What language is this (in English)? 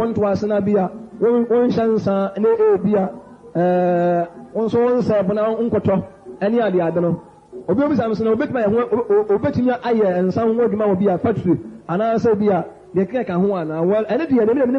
Akan